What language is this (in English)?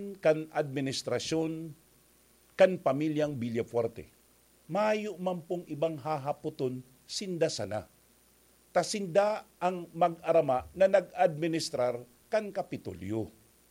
Bikol